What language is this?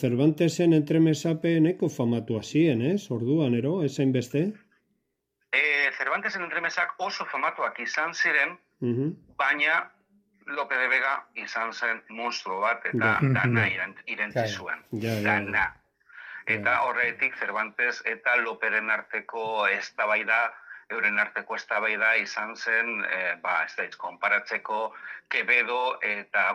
Basque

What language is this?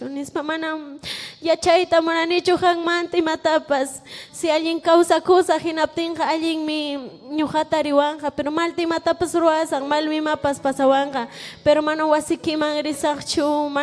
Ayacucho Quechua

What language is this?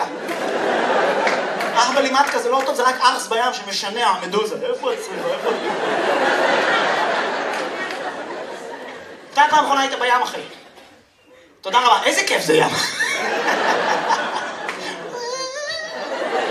Hebrew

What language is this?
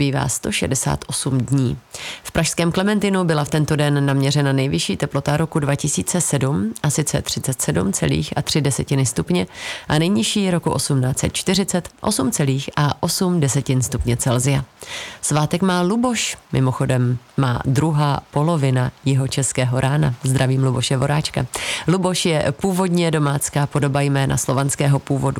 Czech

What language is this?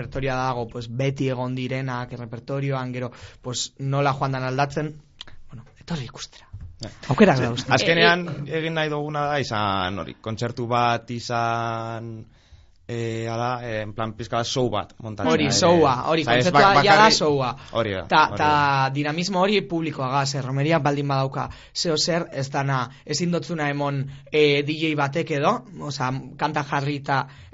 Basque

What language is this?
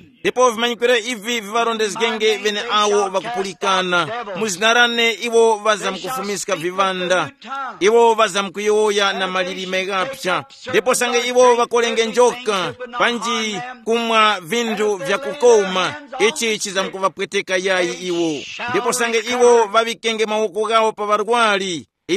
Tumbuka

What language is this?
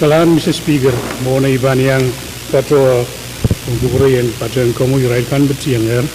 Pohnpeian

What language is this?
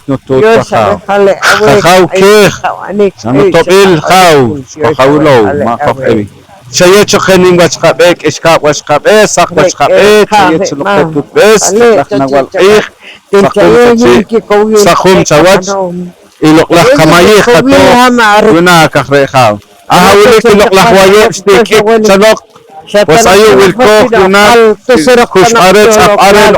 Poqomchi'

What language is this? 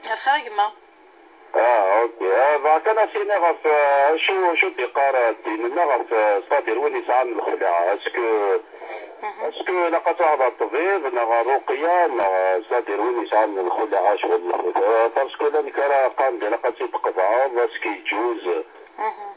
Kabyle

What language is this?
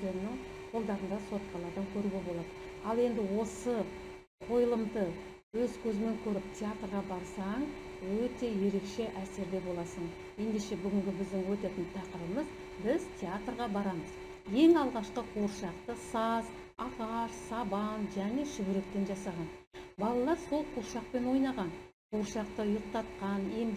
Kazakh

